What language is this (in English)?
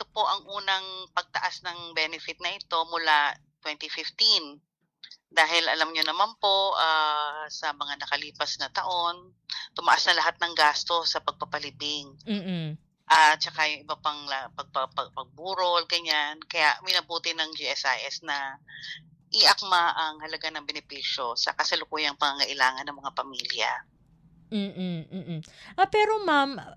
Filipino